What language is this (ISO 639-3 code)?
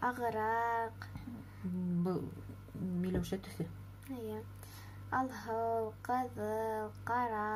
bak